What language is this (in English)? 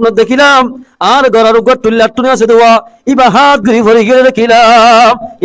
Rohingya